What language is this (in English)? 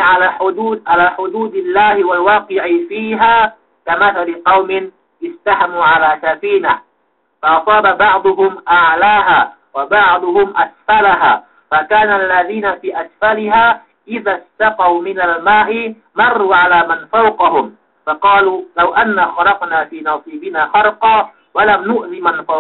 Yakan